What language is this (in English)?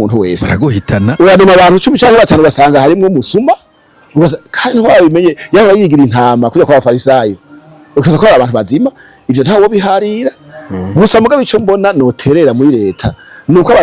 Rundi